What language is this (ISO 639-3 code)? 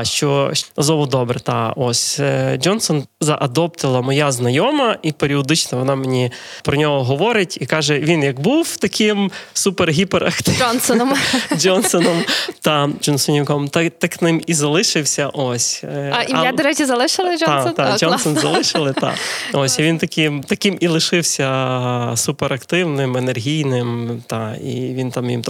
ukr